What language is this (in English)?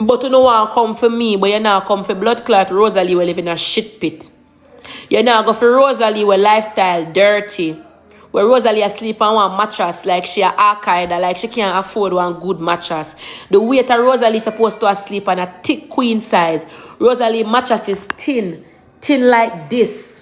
Jamaican Creole English